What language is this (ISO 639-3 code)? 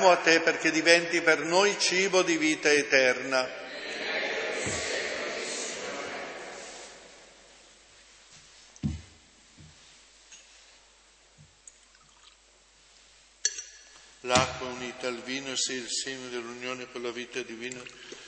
ita